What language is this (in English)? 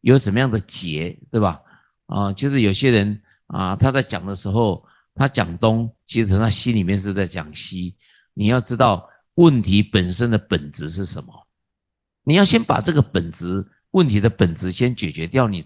Chinese